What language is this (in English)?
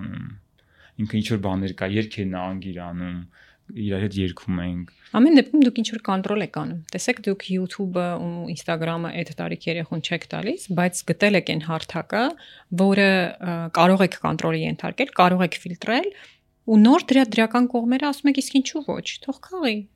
Armenian